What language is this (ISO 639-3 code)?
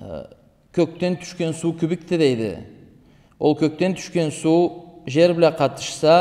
krc